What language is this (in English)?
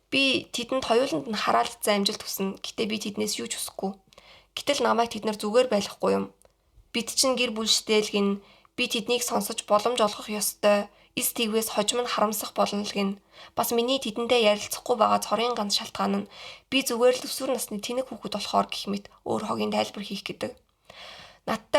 Mongolian